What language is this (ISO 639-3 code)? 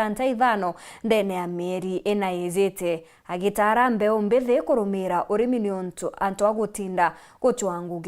mer